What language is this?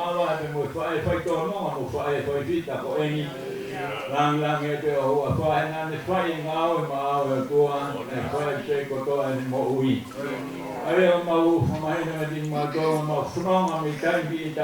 Tongan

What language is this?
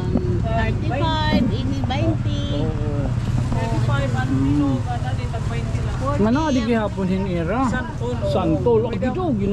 Waray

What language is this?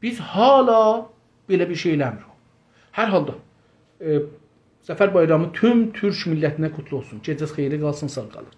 South Azerbaijani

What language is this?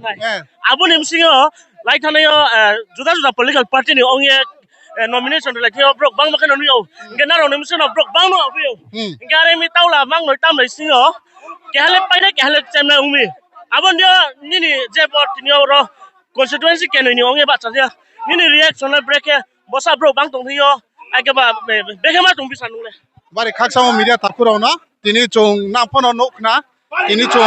Riang (India)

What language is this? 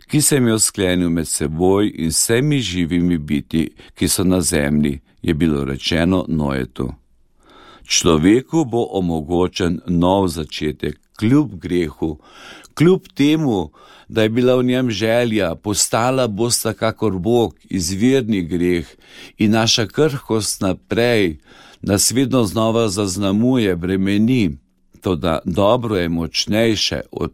Slovenian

